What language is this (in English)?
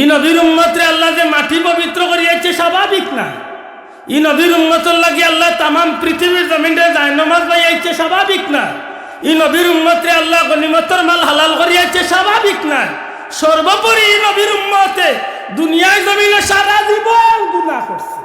Sylheti